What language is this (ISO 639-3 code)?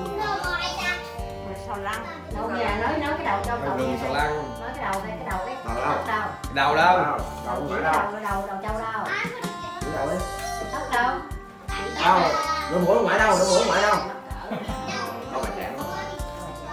vie